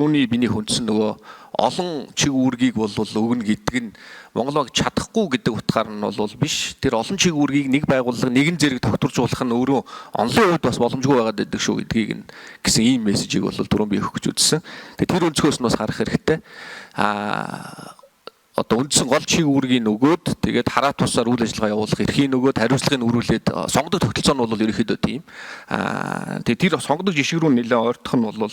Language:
Mongolian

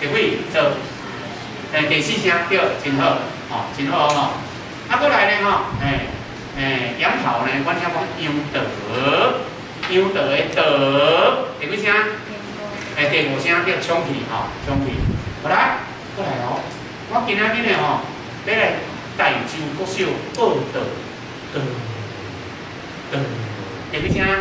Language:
Min Nan Chinese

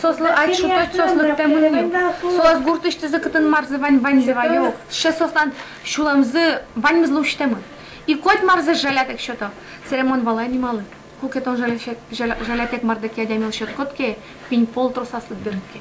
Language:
Udmurt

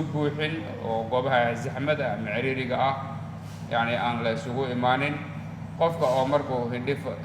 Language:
Somali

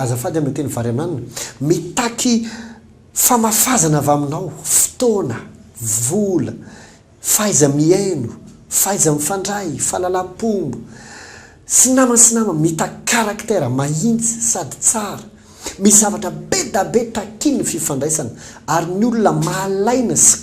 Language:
Malagasy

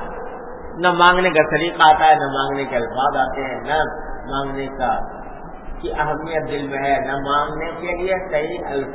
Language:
Urdu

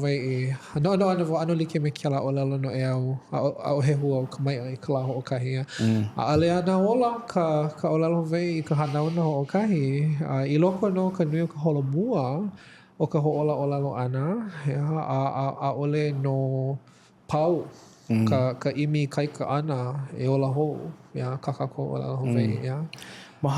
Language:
Hawaiian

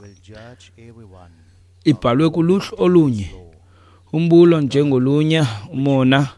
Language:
Xhosa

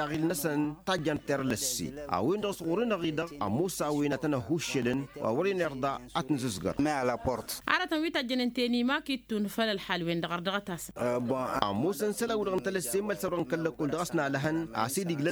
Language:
Tamasheq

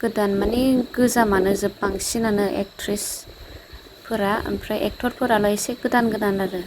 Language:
Bodo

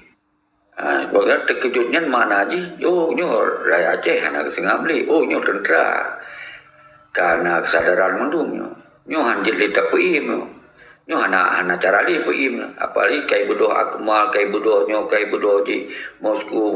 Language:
Achinese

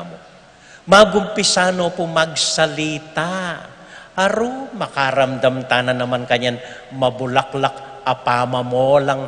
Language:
Pampanga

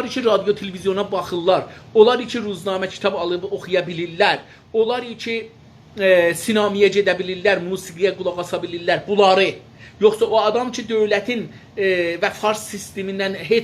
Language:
South Azerbaijani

